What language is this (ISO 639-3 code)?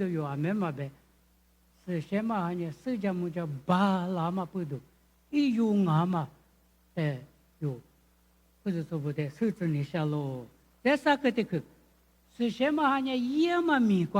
lis